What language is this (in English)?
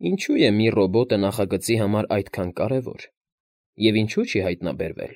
Armenian